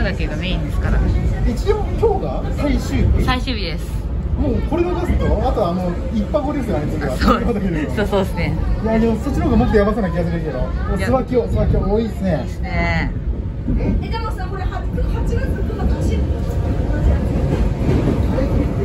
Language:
Japanese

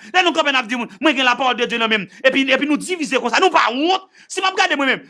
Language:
Haitian Creole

